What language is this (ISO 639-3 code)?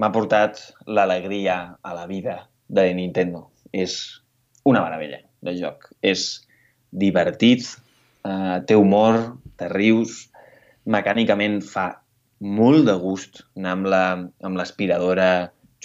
cat